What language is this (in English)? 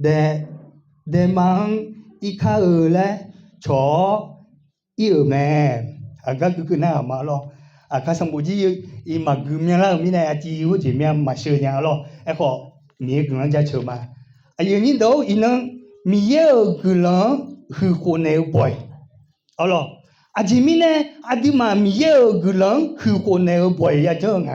Akha